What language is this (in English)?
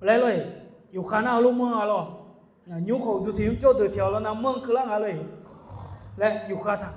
Akha